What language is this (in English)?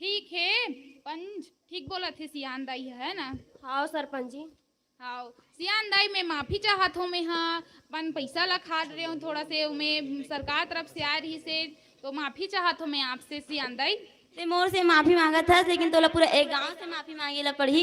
Chhattisgarhi